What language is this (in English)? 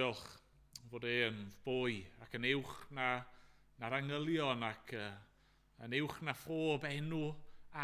Welsh